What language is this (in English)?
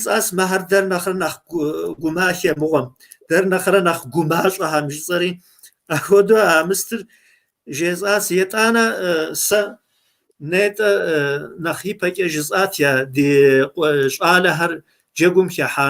Kabardian